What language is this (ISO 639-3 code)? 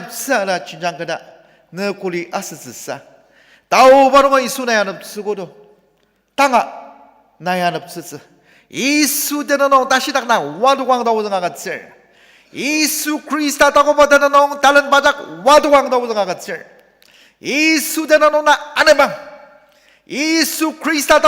njo